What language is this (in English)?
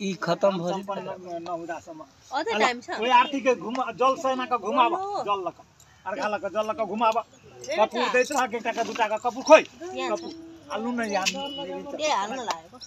Maithili